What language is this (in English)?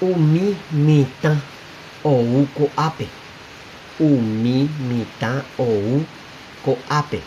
Guarani